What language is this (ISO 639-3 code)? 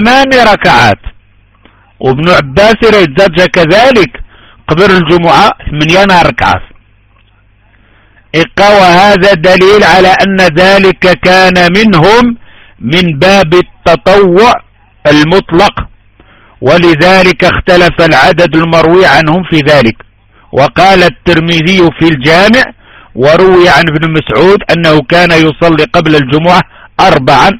ara